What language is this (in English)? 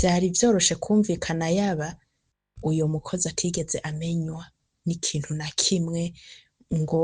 Rundi